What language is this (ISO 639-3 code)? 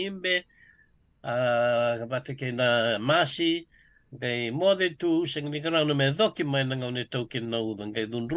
fij